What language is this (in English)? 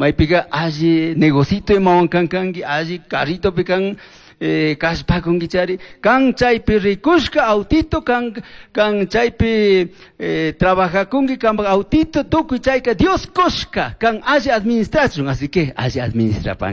Chimborazo Highland Quichua